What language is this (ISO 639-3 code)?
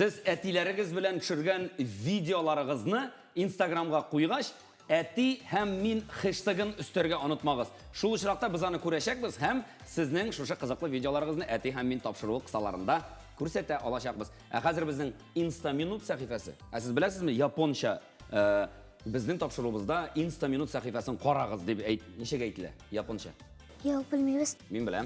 tat